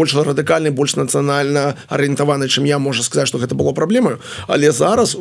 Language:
Belarusian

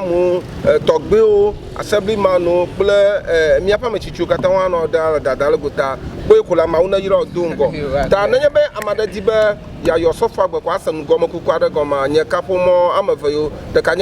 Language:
Ewe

